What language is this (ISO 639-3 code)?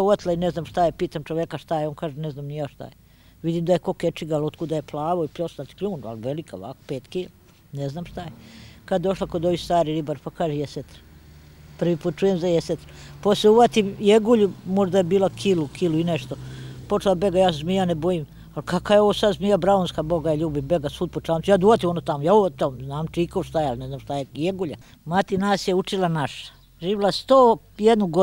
srp